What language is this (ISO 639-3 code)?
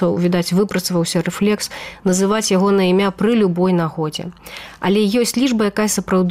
bel